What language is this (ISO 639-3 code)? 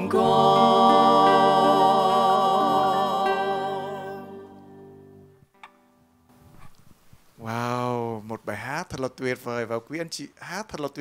vie